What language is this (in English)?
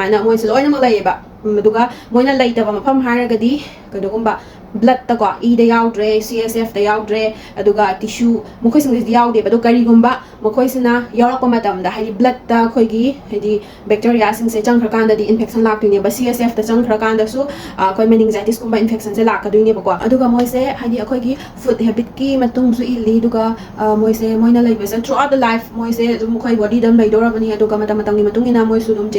Manipuri